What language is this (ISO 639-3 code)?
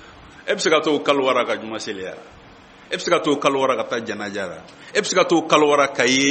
bam